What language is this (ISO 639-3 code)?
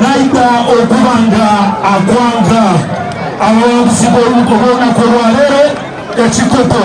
xog